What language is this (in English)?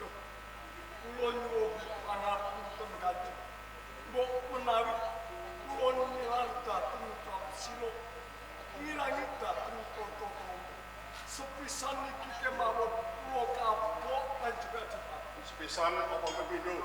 Javanese